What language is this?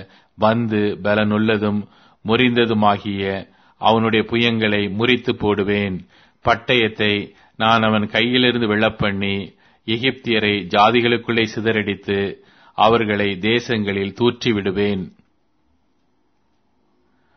Tamil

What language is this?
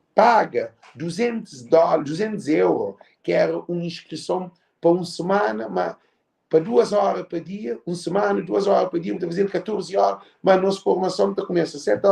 Kabuverdianu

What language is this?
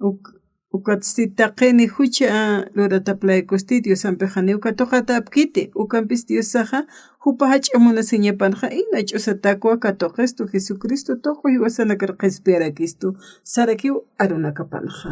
Aymara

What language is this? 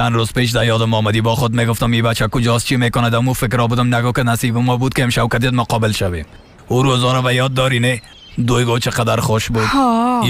Persian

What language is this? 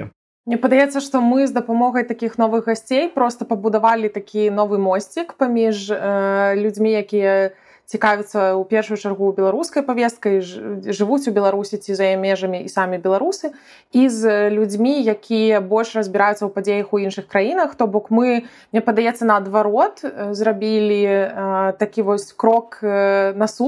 Belarusian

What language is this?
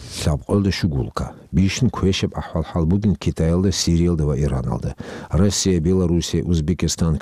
Avaric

